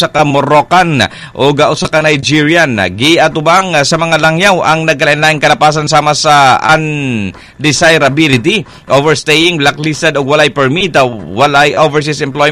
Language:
Cebuano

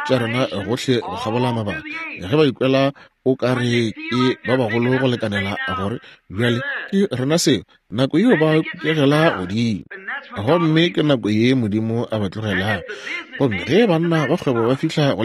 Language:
Northern Sotho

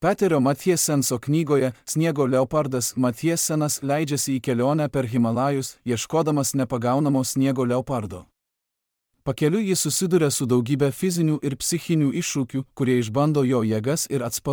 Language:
Lithuanian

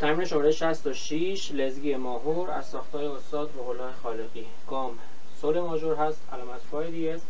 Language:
Persian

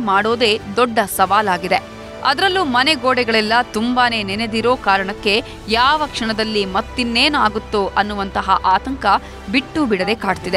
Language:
Kannada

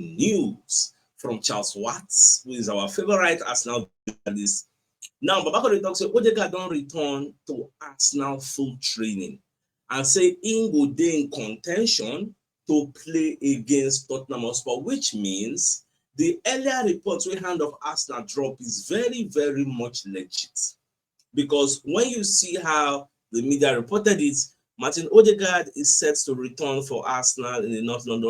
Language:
Nigerian Pidgin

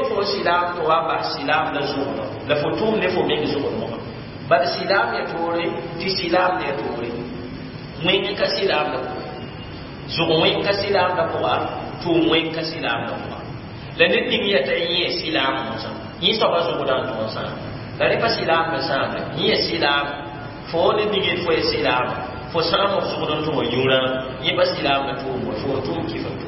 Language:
Mossi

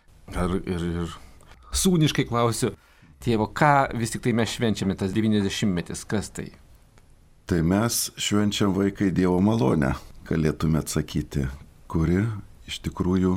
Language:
Lithuanian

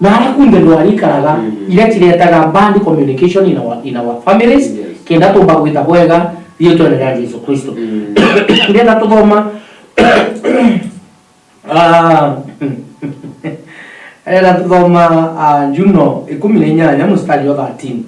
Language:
Meru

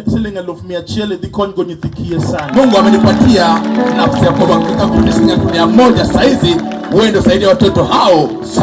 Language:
Luo (Kenya and Tanzania)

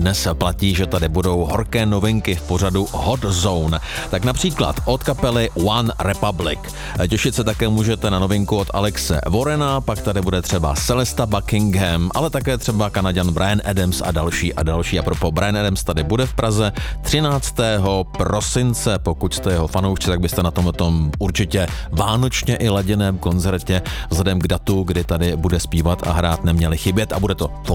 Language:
Czech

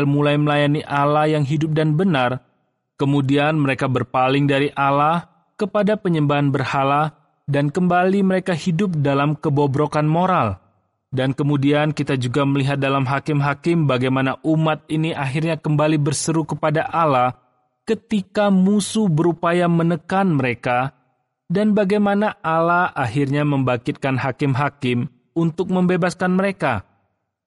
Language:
Indonesian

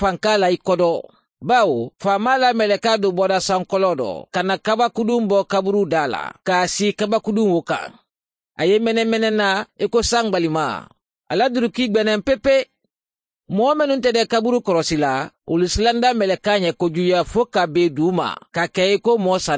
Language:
Mandingo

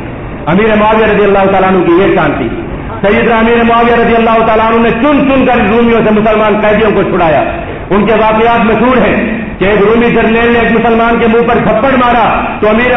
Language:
Urdu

